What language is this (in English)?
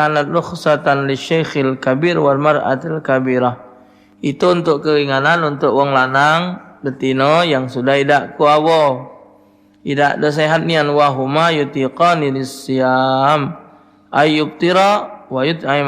Musi